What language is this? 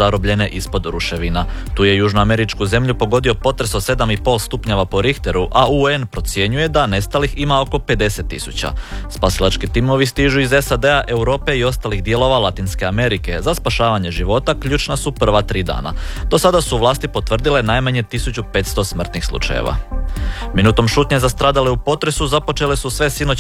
Croatian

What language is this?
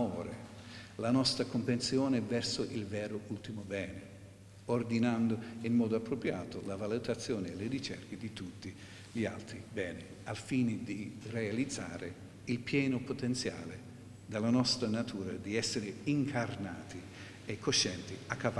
Italian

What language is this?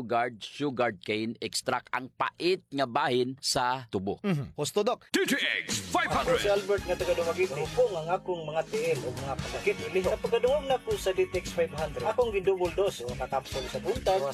Cebuano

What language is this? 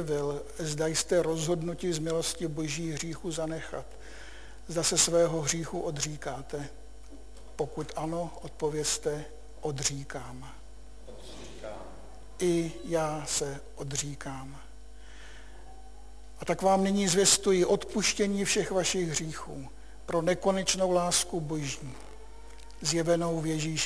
Czech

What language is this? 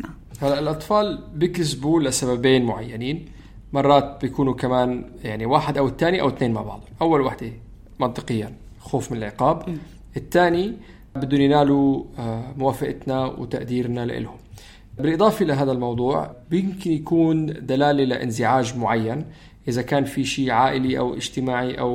North Levantine Arabic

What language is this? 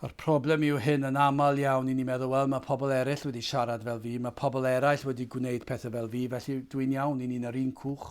Welsh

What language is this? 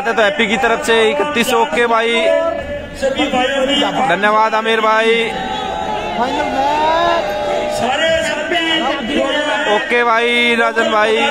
Hindi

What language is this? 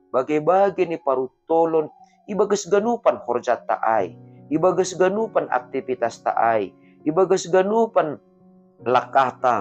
Batak Simalungun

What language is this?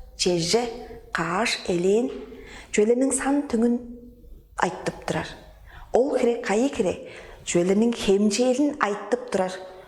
Tuvinian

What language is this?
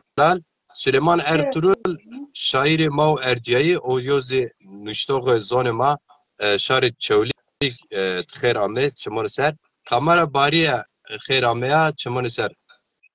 Zaza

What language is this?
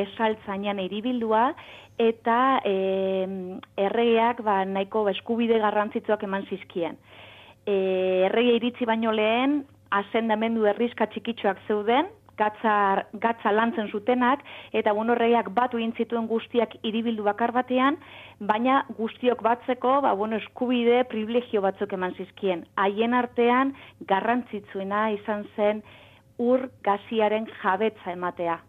Basque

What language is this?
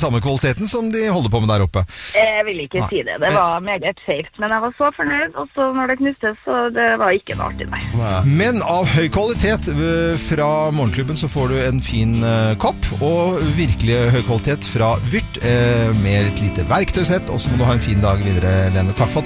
Norwegian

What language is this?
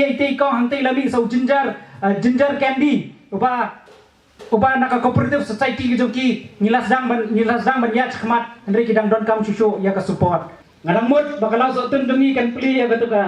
Khasi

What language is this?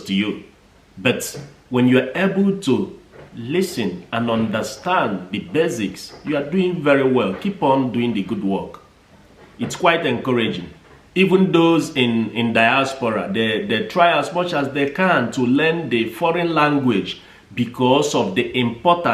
Igbo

